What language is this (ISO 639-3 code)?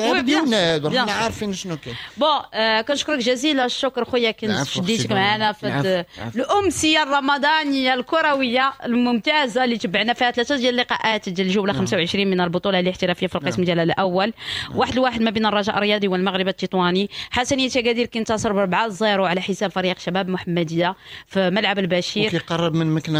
ary